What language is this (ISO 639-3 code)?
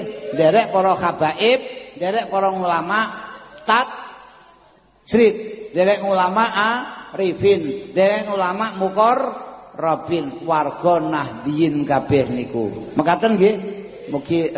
jav